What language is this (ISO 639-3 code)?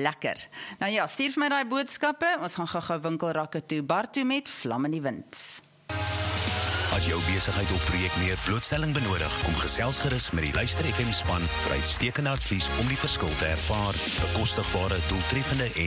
afr